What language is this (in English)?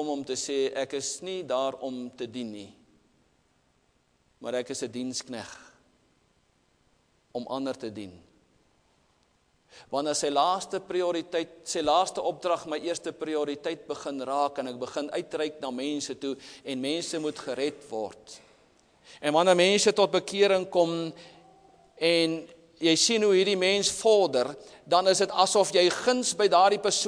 Afrikaans